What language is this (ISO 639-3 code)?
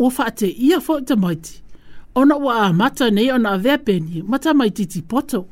smo